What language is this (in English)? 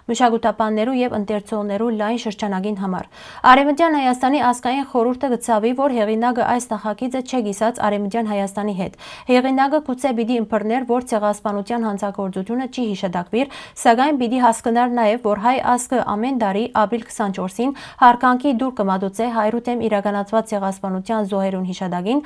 Western Armenian